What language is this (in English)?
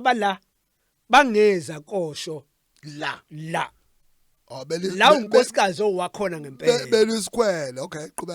Zulu